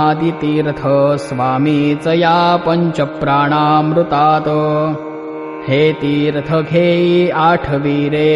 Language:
Marathi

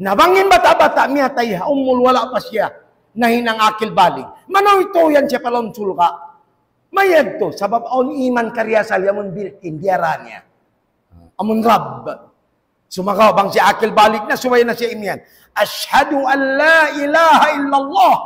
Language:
Tausug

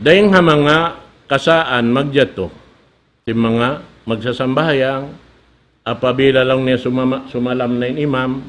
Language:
Tausug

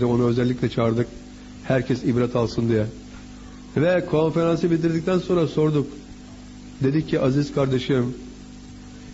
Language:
Turkish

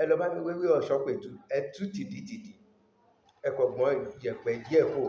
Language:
Yoruba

